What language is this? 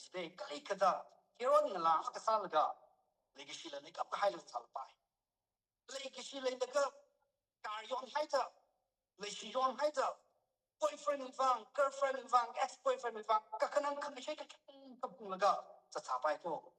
Tangkhul Naga (India)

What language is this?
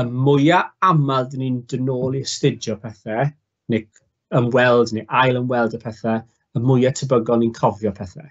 Welsh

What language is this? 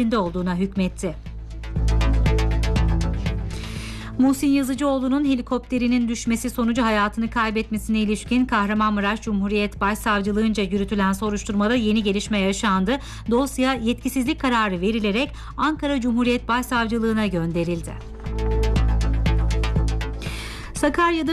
Turkish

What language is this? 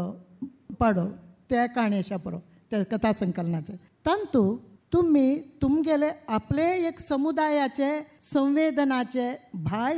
Konkani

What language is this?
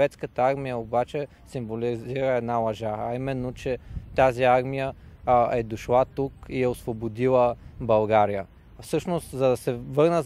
Bulgarian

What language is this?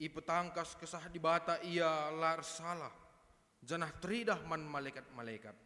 Batak Karo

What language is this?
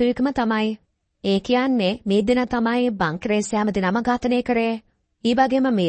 Sinhala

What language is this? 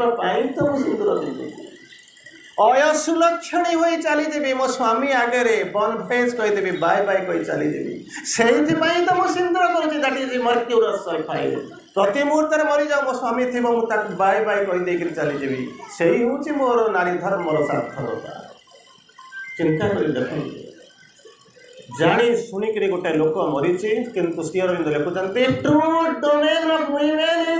Odia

